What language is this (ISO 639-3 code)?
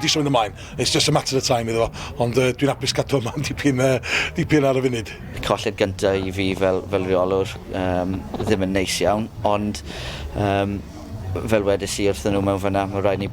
cym